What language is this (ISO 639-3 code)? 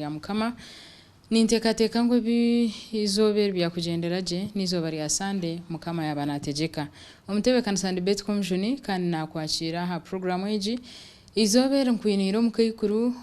nyn